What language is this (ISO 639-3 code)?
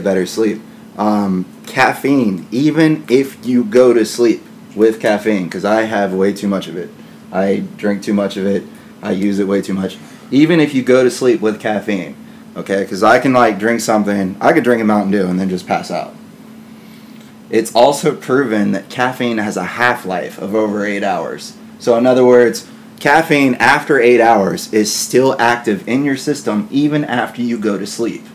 eng